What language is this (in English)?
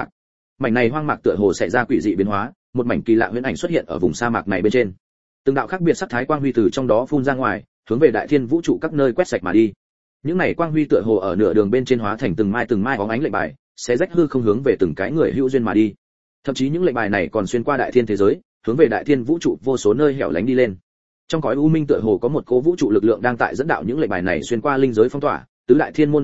Vietnamese